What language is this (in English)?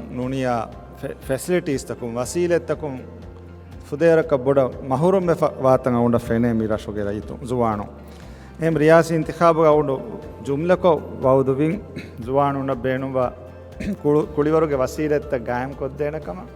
Divehi